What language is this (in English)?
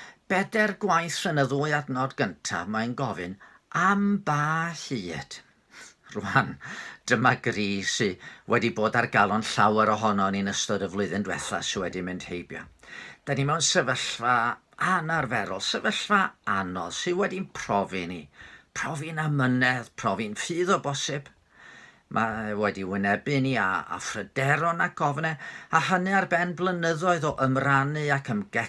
Welsh